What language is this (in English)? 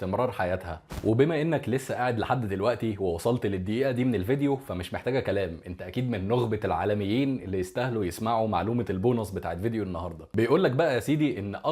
Egyptian Arabic